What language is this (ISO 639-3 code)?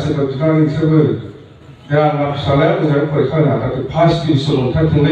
brx